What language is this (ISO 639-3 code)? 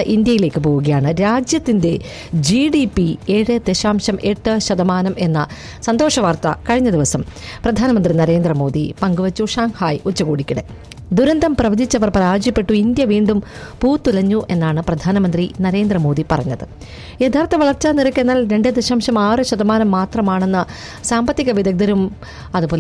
mal